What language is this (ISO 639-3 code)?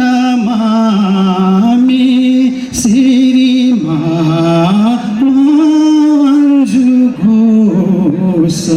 new